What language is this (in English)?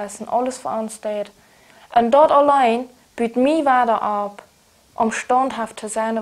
Plautdietsch